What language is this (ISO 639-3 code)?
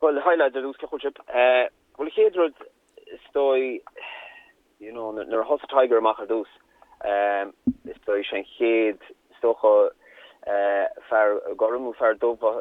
gle